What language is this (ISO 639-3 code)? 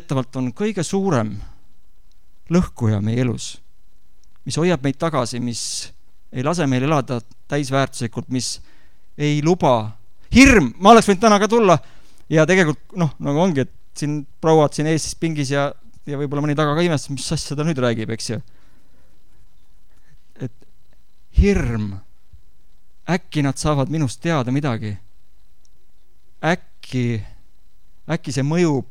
est